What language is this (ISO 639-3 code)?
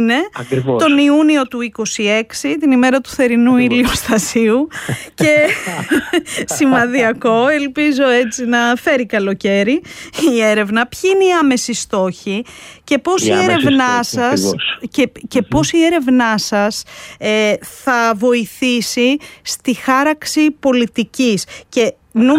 ell